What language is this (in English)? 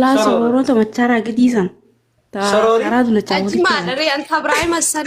Oromo